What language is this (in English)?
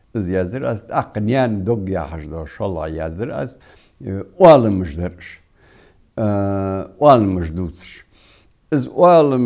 Ingush